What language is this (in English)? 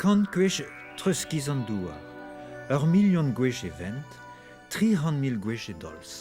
Breton